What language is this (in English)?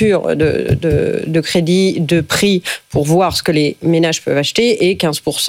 French